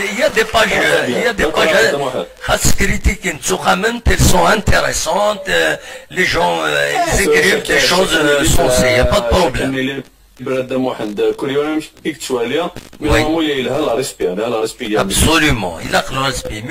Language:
Kabyle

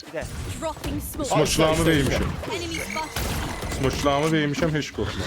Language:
South Azerbaijani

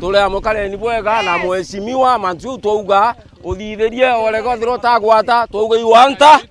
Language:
Meru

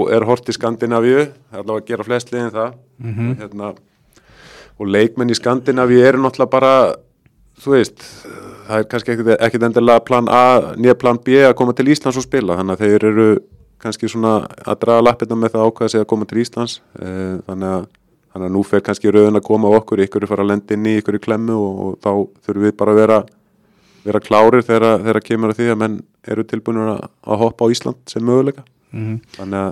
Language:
Icelandic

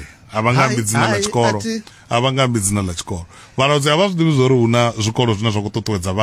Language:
Venda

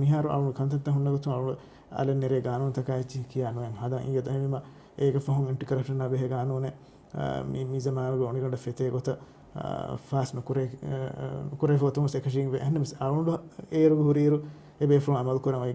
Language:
Divehi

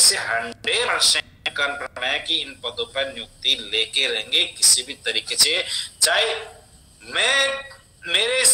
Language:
Hindi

